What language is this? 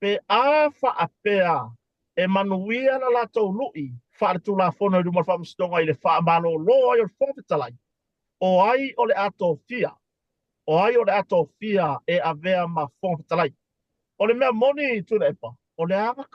Samoan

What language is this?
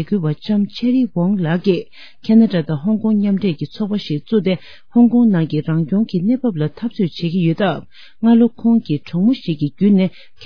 Tibetan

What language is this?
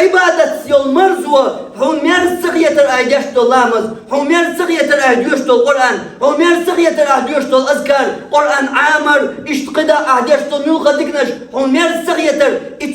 Chechen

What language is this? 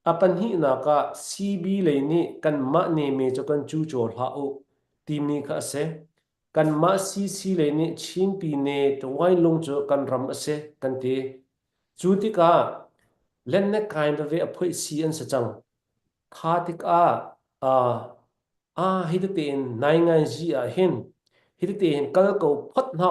Hakha Chin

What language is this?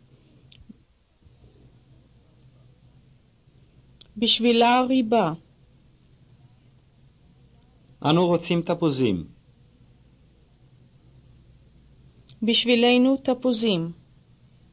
Hebrew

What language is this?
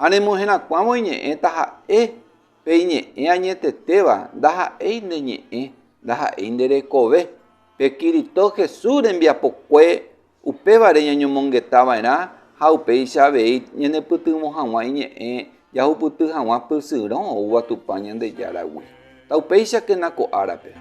Guarani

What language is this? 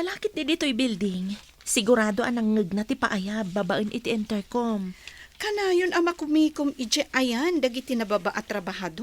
Iloko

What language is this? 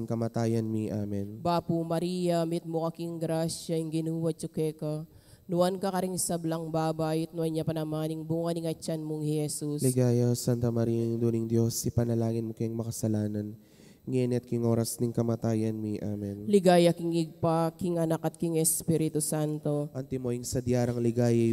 Pampanga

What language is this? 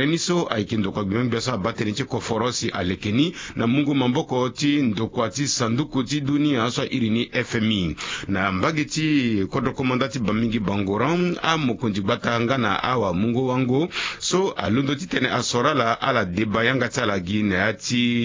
Sango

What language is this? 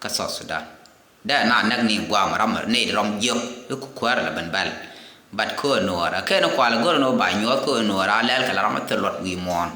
Nuer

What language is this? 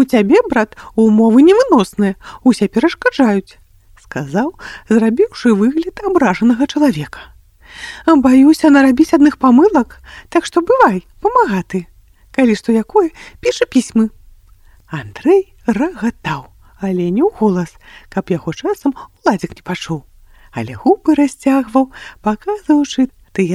Belarusian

